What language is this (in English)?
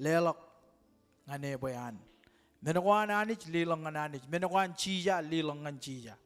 Marshallese